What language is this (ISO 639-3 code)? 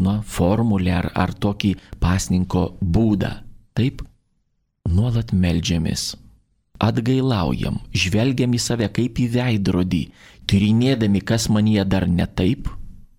lit